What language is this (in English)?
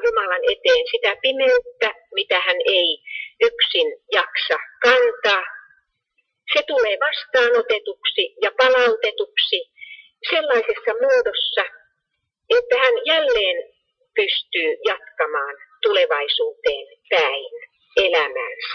Finnish